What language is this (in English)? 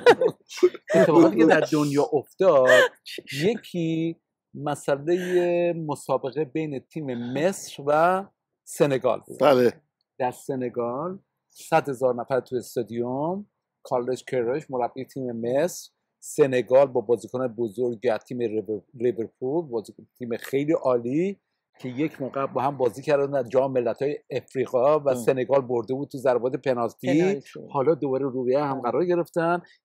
Persian